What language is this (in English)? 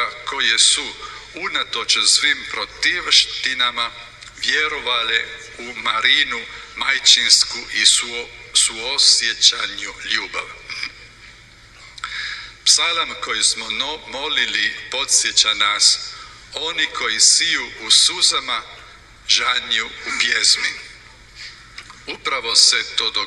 Croatian